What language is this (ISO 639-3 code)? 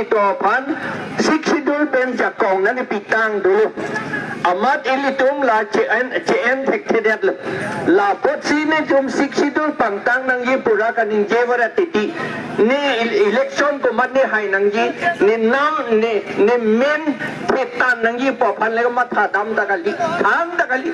mjw